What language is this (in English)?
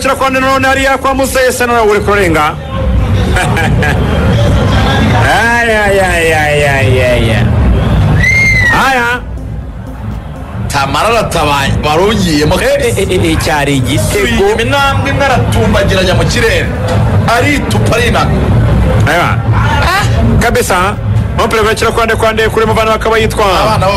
Kinyarwanda